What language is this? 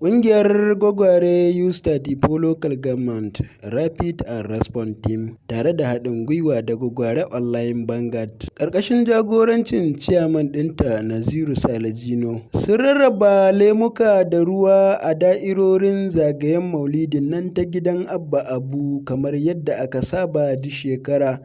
Hausa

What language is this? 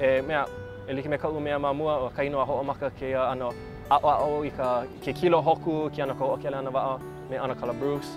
Hawaiian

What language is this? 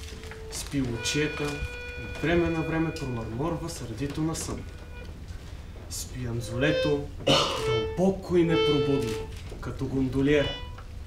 Bulgarian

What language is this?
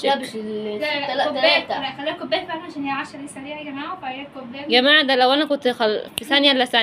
Egyptian Arabic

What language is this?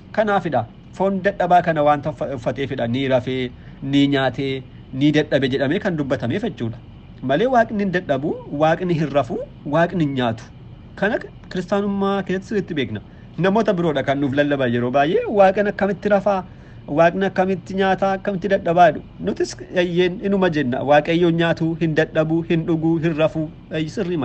Oromo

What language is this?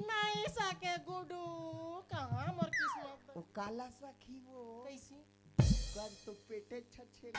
Chhattisgarhi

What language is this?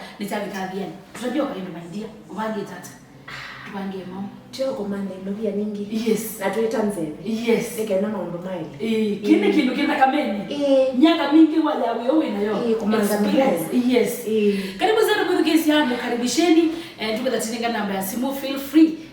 Kamba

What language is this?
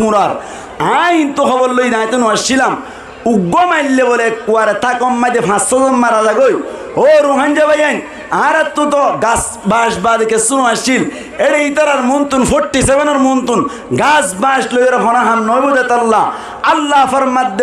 Rohingya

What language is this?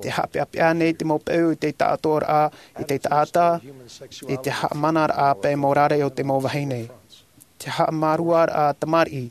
Tahitian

